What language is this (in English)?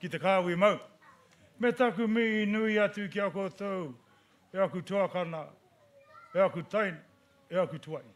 Māori